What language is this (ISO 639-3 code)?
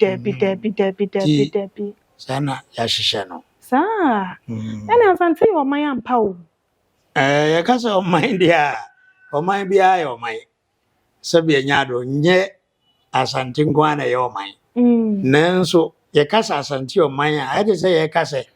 aka